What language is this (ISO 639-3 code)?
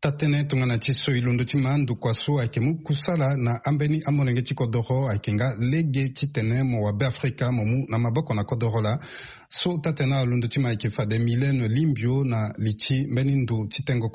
sag